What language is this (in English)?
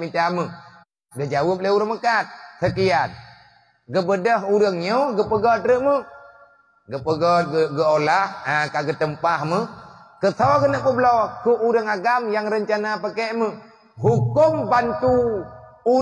Achinese